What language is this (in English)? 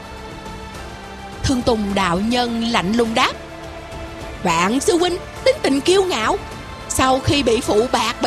Vietnamese